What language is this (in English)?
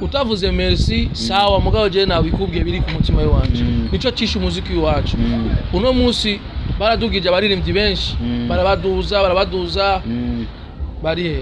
Rundi